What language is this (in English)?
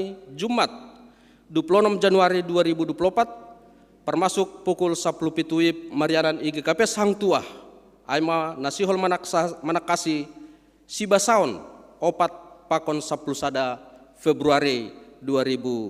Batak Simalungun